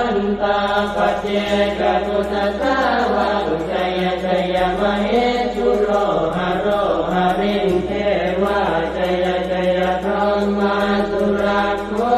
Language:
Pali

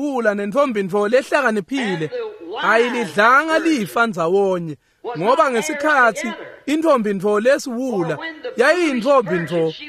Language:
Swati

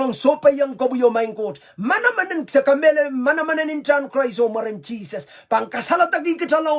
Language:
Pohnpeian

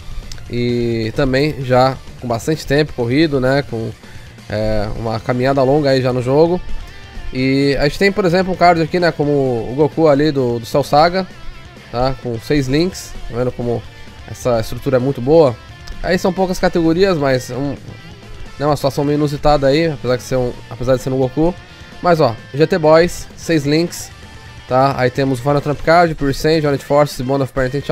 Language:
Portuguese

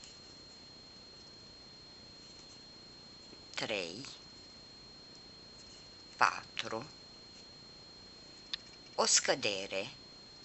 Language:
Romanian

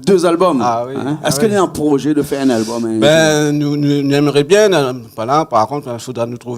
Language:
Réunion Creole French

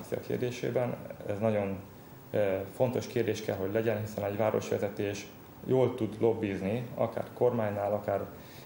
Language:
Hungarian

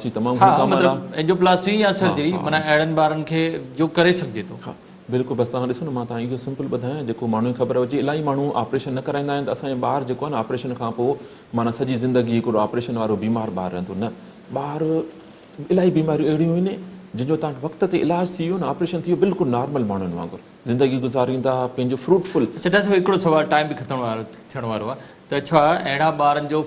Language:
Sindhi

